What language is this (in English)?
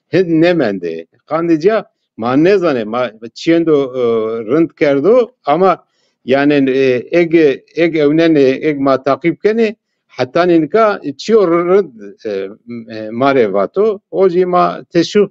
Zaza